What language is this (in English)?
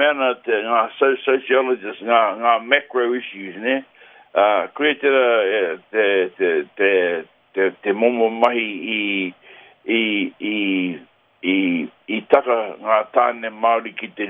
Māori